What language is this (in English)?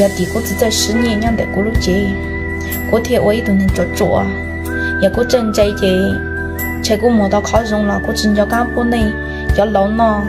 Hmong